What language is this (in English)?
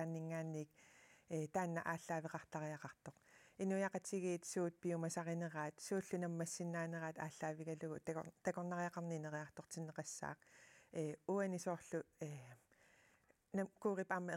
Kalaallisut